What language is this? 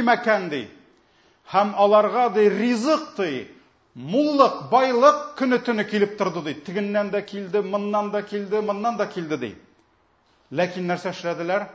Tatar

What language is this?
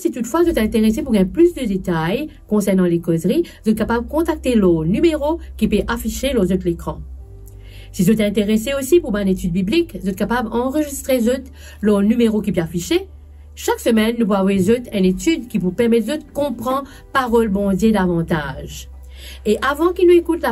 Morisyen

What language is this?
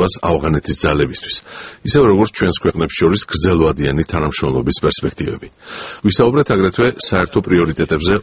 Georgian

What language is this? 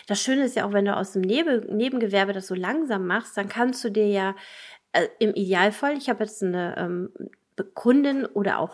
German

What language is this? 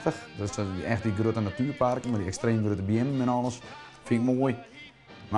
Western Frisian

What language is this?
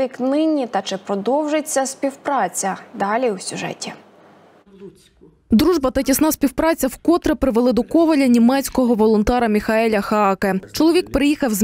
Ukrainian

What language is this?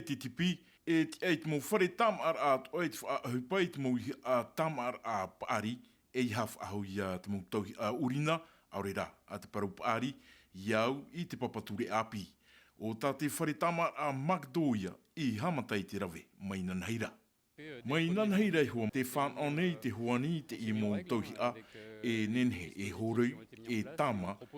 Tahitian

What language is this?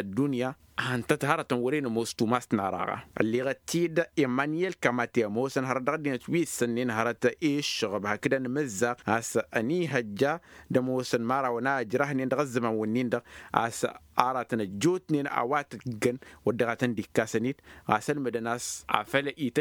Tamasheq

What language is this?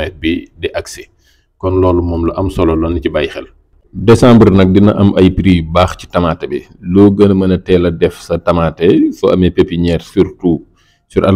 Wolof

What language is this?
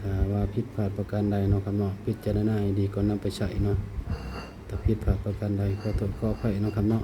Northeastern Thai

